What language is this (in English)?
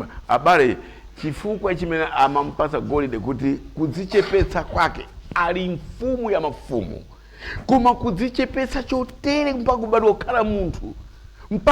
Nyanja